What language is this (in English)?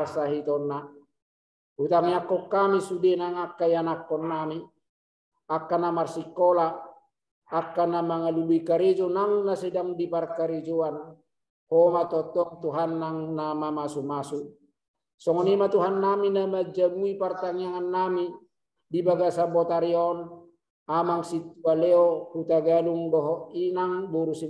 Batak Toba